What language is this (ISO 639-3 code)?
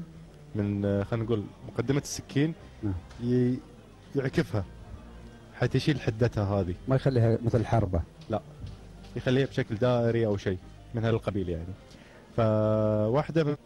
afb